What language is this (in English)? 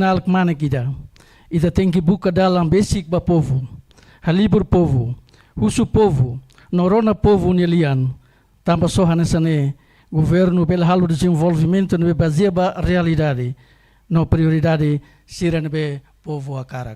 Tetum